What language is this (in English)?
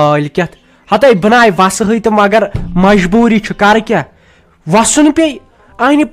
Kashmiri